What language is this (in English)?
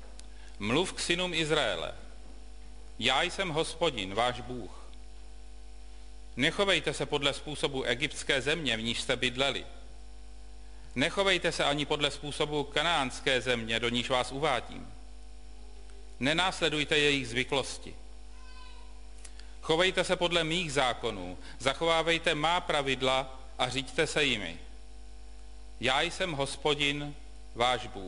Czech